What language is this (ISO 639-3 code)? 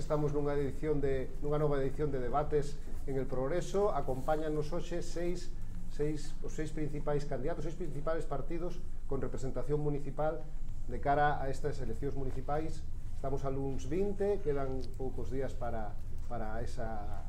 glg